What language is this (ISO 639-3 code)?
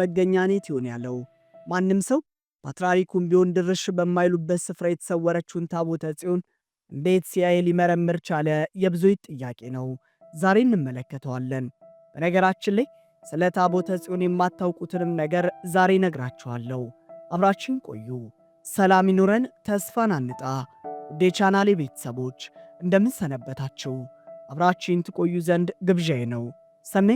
amh